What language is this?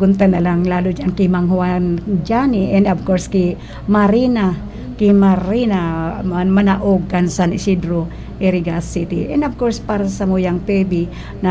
Bikol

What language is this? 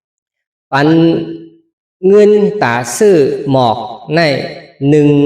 Shan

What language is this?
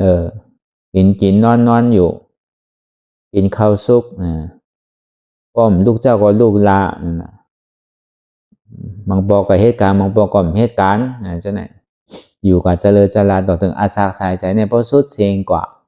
Shan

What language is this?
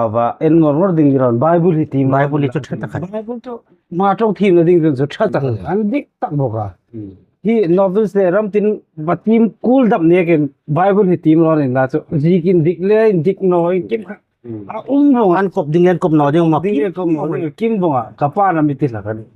Hmar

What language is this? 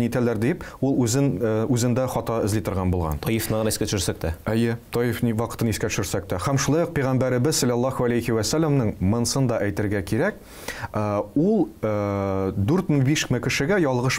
Tatar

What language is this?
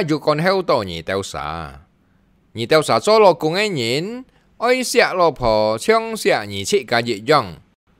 Hakka Chinese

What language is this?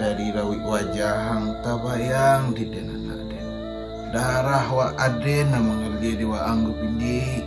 Minangkabau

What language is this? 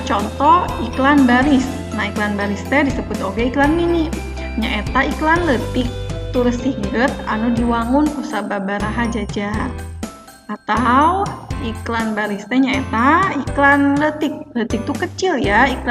Sundanese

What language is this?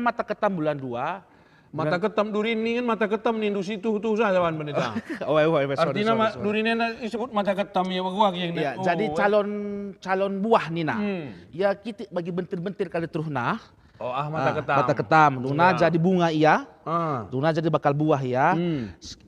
Batak Karo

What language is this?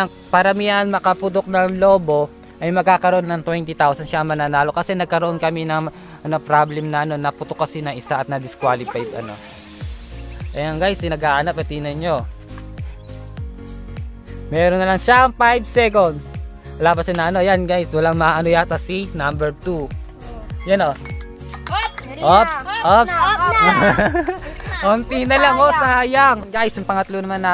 Filipino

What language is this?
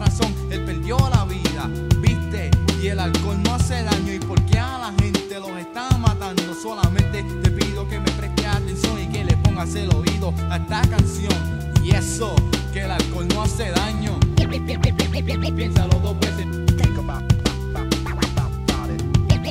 Spanish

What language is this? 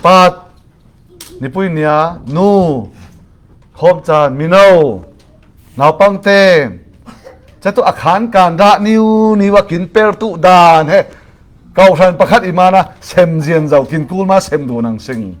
Falam Chin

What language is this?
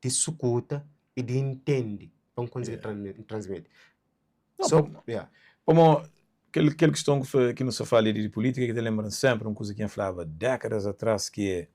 Kabuverdianu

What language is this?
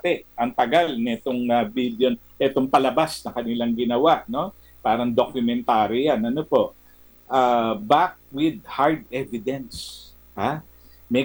Filipino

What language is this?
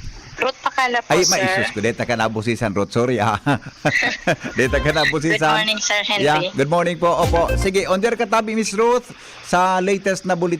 Bikol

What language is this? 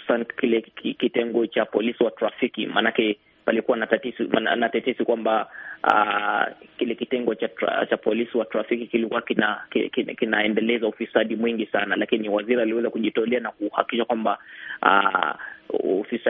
Swahili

